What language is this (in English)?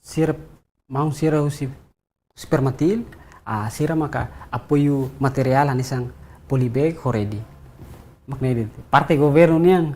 Tetum